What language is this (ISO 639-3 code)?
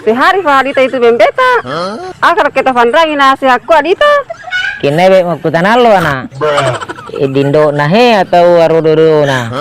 bug